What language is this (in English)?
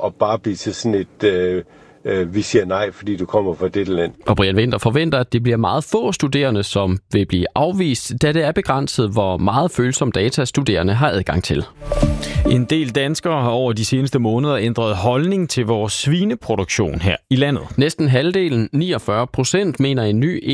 Danish